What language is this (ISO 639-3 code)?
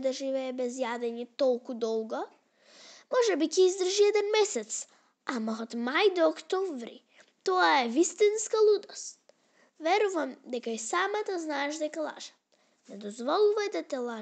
mkd